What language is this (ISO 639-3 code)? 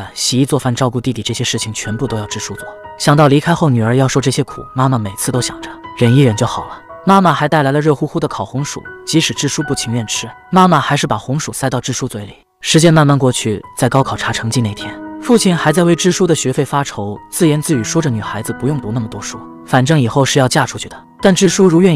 zho